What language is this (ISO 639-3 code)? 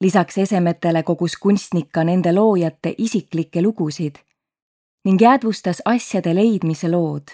est